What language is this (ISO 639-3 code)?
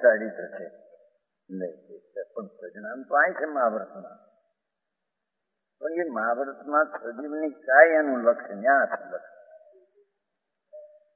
guj